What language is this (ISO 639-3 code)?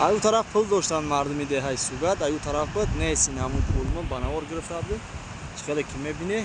tgk